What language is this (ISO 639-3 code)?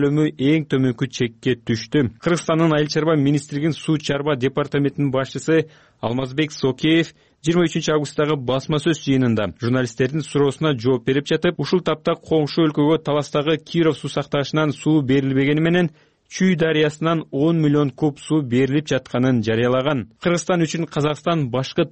kir